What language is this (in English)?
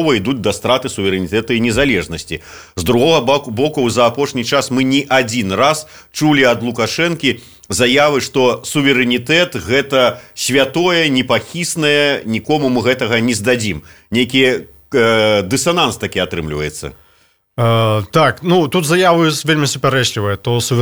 Belarusian